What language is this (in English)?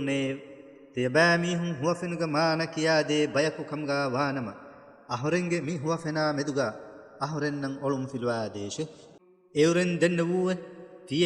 Divehi